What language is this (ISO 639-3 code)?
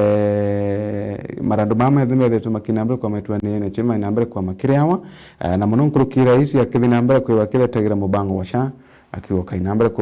mer